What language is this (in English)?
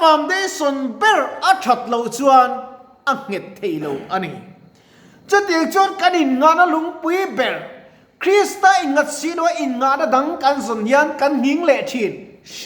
Mizo